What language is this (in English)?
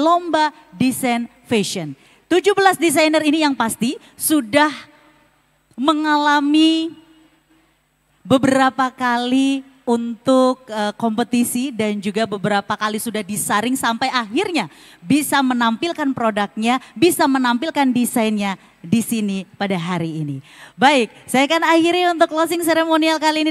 Indonesian